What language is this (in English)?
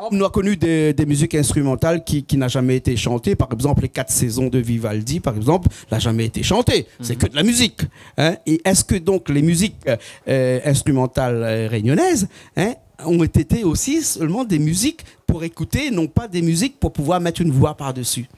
Réunion Creole French